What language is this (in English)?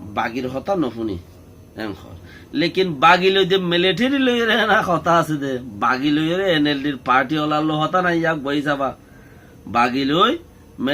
Rohingya